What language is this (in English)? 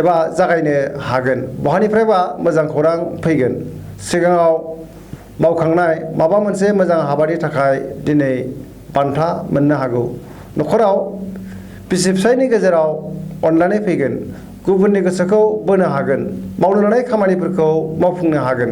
Bodo